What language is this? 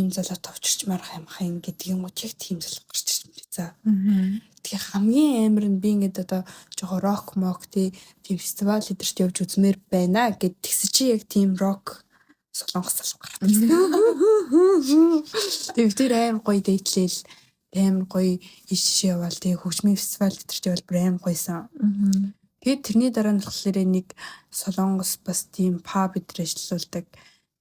Mongolian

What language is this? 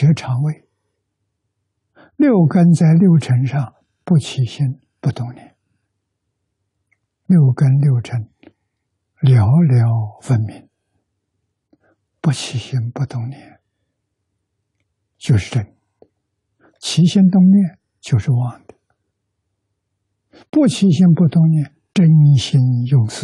Chinese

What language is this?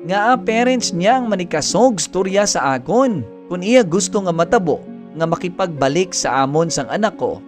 Hiligaynon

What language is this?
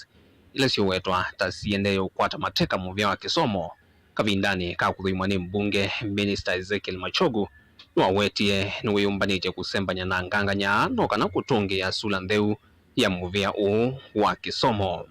Kamba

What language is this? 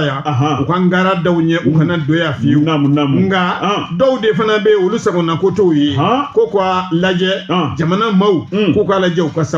Bambara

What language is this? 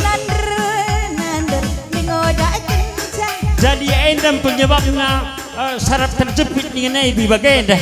Batak Karo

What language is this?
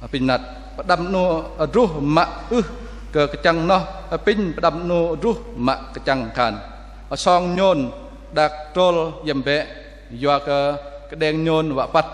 Bahnar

